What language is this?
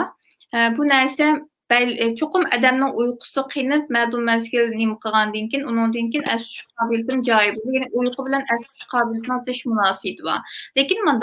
Uyghur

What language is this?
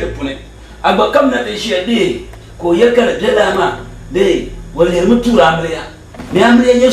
Dagbani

